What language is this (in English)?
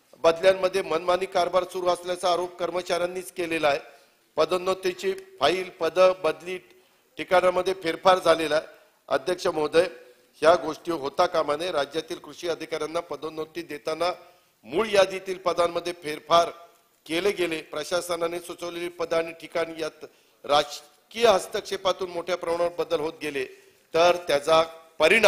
Marathi